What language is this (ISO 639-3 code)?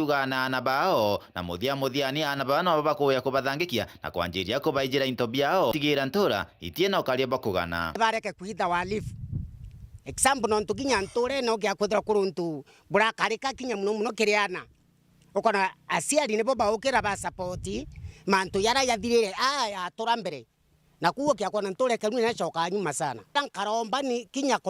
mer